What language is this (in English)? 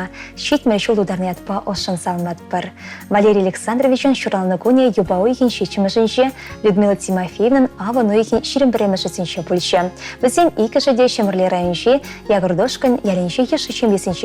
Chuvash